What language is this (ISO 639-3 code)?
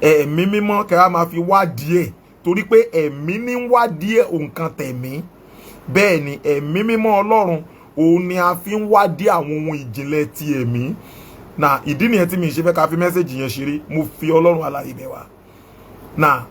yor